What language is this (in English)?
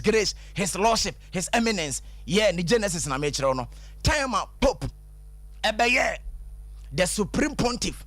Akan